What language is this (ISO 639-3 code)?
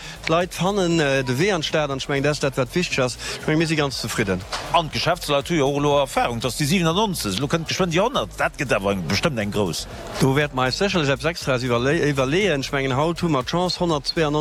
ltz